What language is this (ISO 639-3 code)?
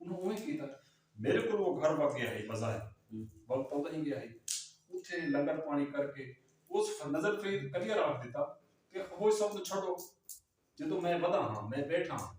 skr